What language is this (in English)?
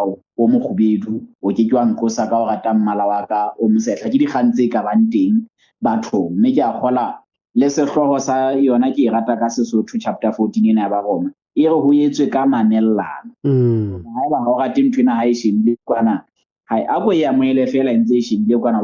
Southern Sotho